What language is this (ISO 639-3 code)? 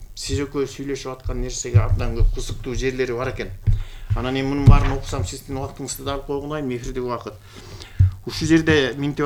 kir